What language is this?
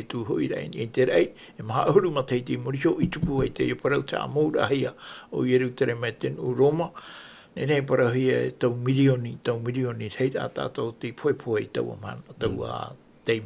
Tahitian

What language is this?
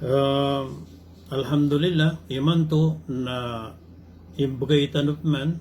Maranao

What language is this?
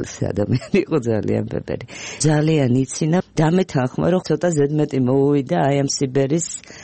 Georgian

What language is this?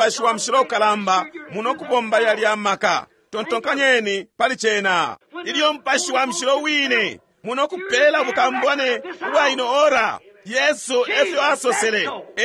Bemba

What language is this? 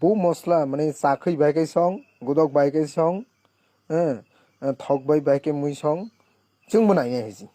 Kok Borok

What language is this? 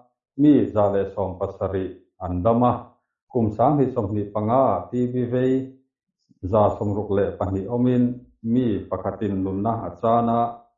Mizo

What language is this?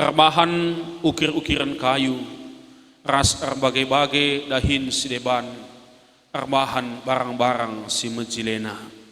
Batak Karo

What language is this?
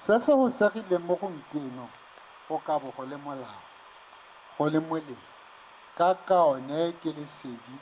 Tswana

